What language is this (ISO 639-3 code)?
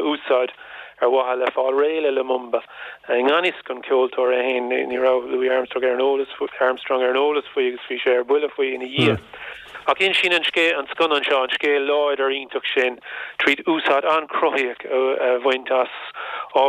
gle